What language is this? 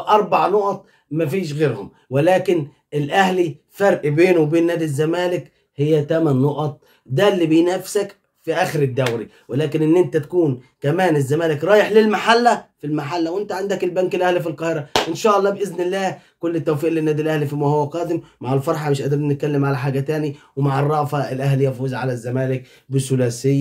Egyptian Arabic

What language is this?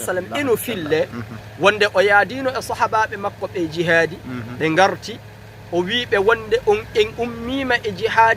Fula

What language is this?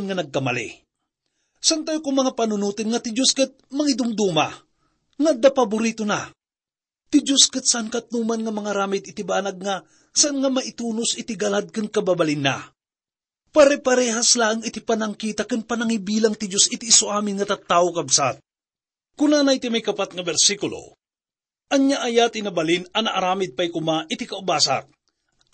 Iloko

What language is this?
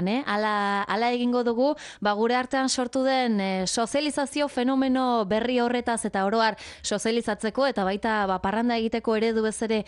Basque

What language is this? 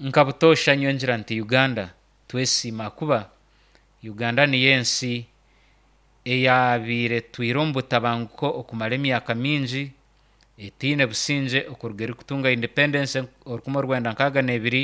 Nyankole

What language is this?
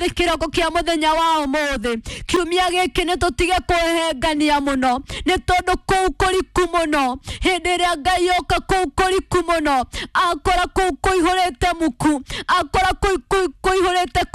Kikuyu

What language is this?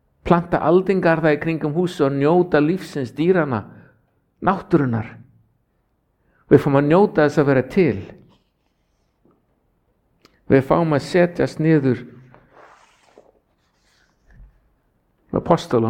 Icelandic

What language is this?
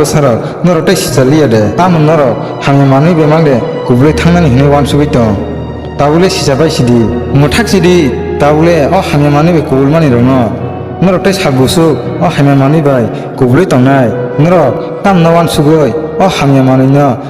Kok Borok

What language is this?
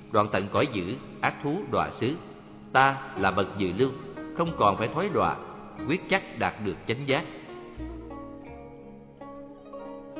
Vietnamese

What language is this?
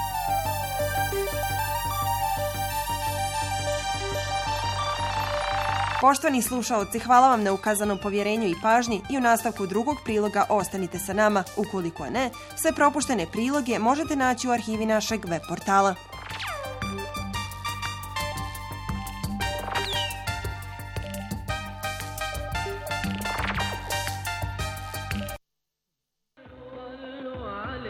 Bosnian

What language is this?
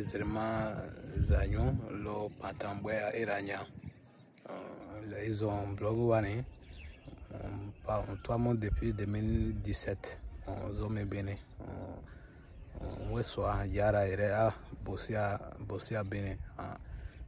Bomu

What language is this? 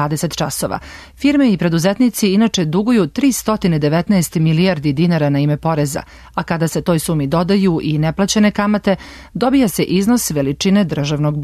Serbian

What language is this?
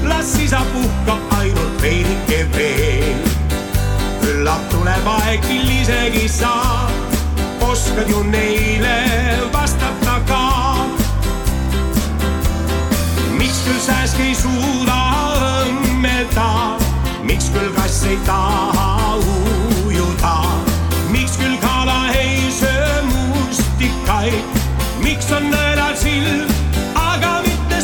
Estonian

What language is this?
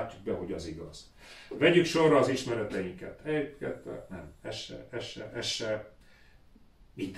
Hungarian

